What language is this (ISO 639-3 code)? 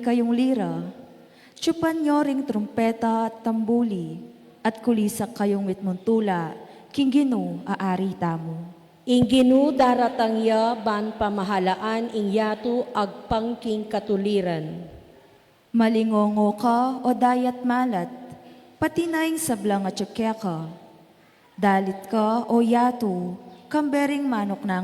pam